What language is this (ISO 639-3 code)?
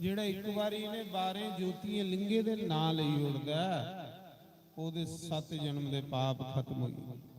doi